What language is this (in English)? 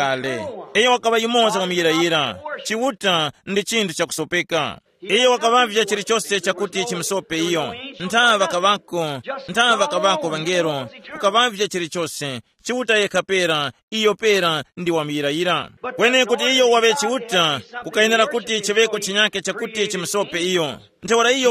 Tumbuka